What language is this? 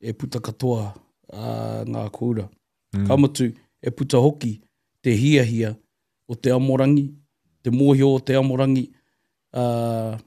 Māori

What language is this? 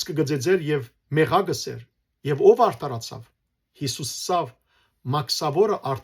Western Armenian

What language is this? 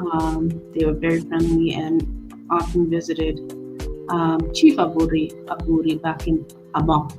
Acoli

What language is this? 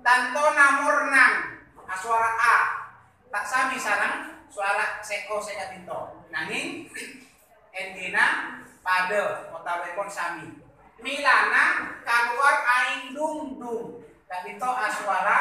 Madurese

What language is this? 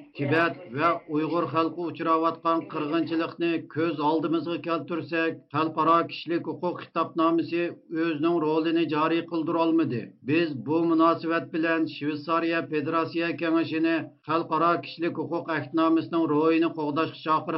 Uyghur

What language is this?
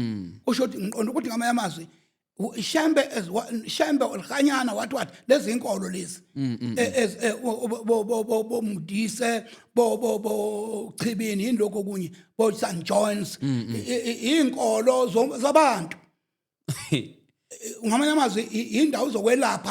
Zulu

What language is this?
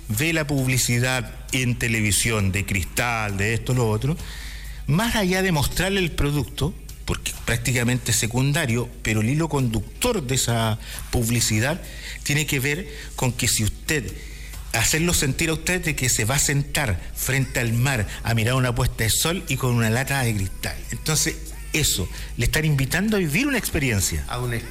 Spanish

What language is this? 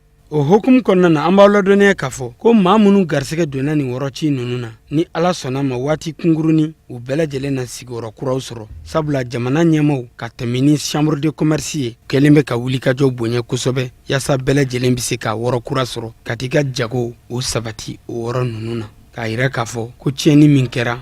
Bambara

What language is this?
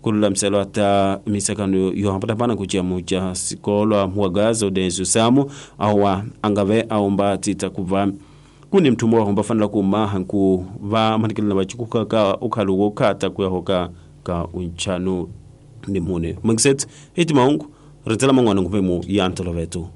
Tsonga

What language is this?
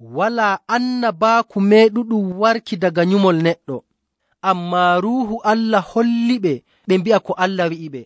Nigerian Fulfulde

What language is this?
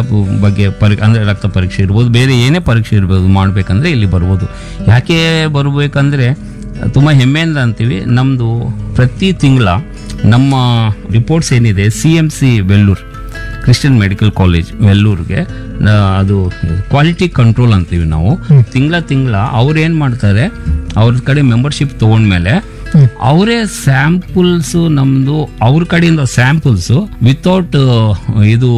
Kannada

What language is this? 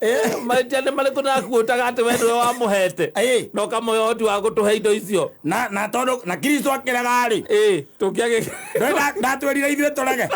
Kikuyu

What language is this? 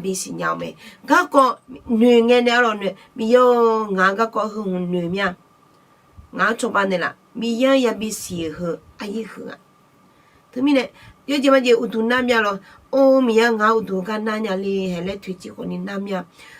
Akha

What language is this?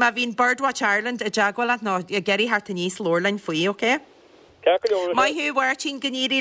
Irish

